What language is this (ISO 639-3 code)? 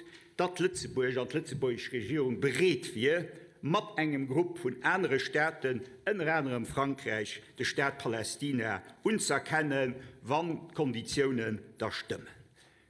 ltz